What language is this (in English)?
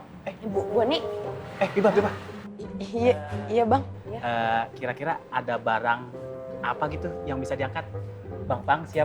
Betawi